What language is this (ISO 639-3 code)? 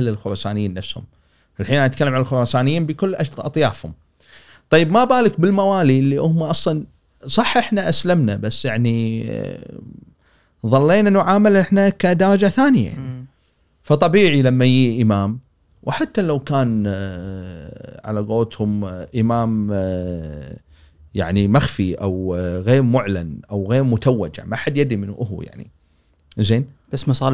afb